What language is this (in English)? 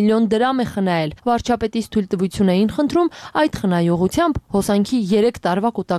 Armenian